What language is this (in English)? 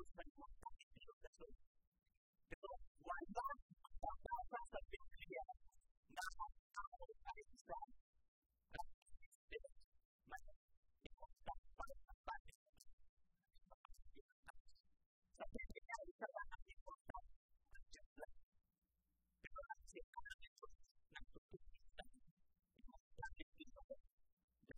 Filipino